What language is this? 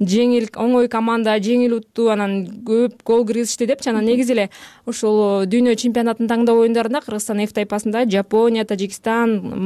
Kyrgyz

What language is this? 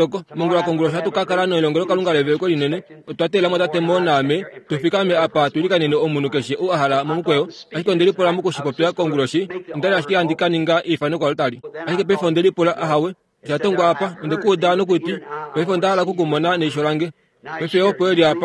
Kuanyama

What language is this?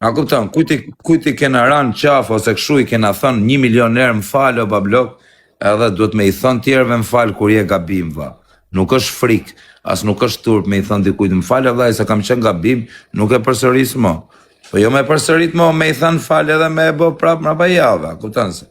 Albanian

